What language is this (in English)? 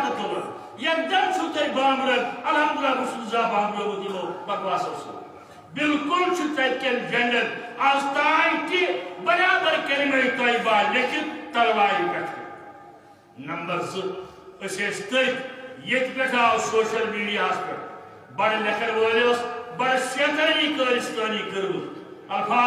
Kashmiri